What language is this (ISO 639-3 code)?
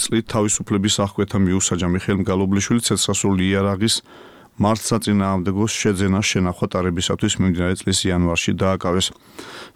kat